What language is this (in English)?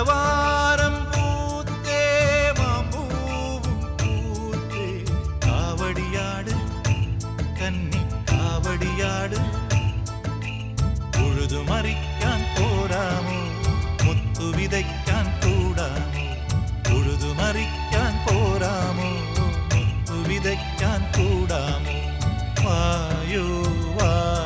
Malayalam